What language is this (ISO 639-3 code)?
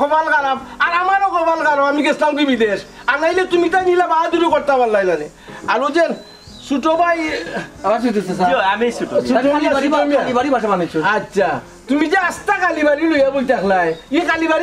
syl